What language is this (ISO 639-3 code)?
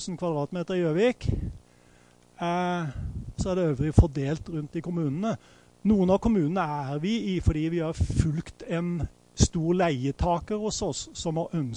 nor